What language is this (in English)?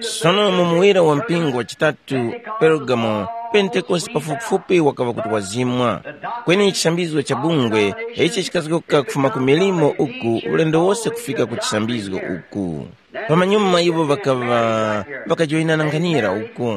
Tumbuka